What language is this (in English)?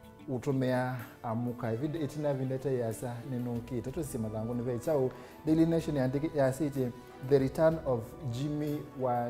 Kamba